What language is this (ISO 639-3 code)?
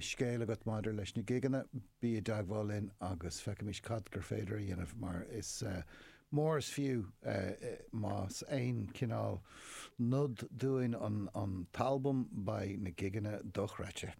gle